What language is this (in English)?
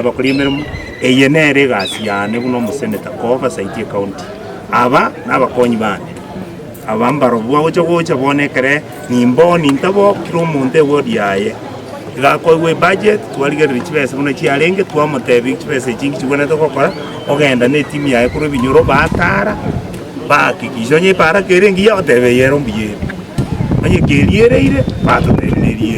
Gusii